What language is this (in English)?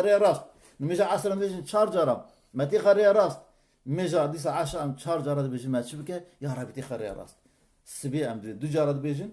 Kurdish